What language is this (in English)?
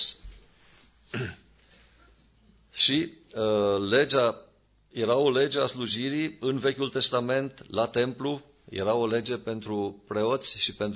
Romanian